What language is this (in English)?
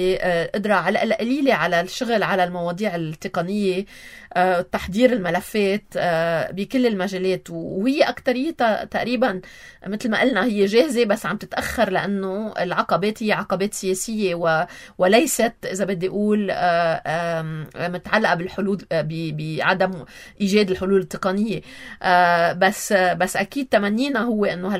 North Levantine Arabic